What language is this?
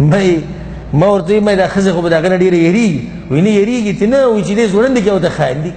Pashto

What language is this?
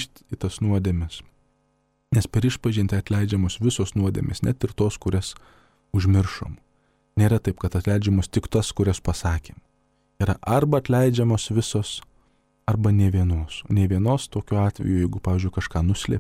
Lithuanian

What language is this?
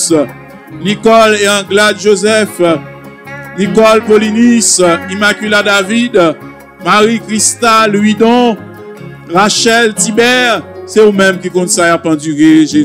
French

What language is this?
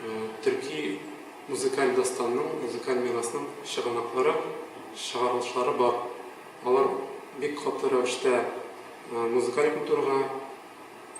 Tatar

